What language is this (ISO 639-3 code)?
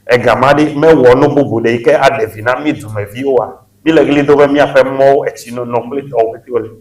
ewe